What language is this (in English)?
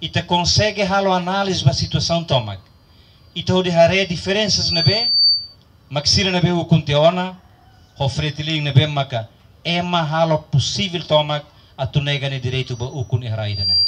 Tetum